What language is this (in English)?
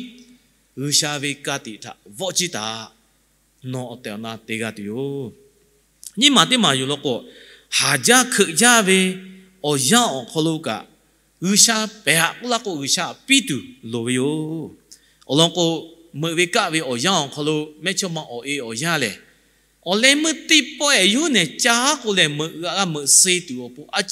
Lahu